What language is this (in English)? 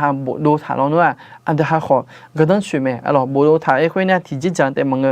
Akha